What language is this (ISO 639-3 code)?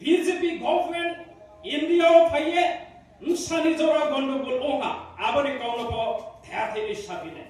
ria